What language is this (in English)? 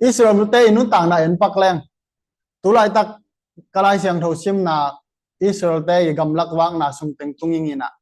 Tedim Chin